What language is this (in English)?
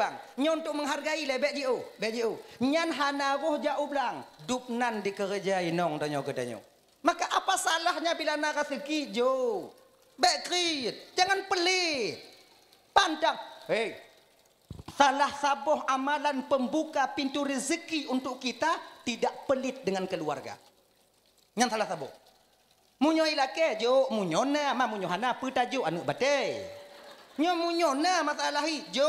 Achinese